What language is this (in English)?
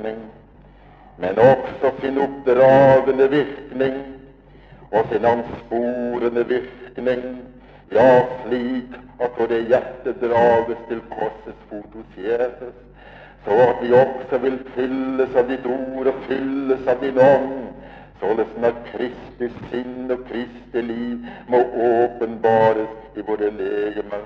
Norwegian